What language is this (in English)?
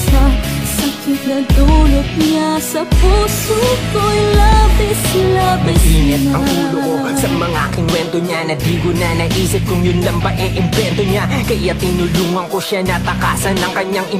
Filipino